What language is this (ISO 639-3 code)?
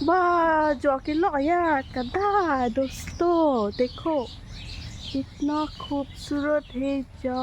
mjw